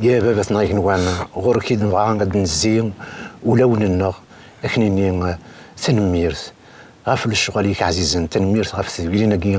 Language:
Kabyle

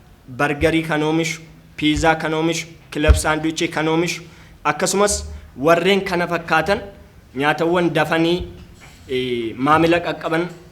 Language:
Oromo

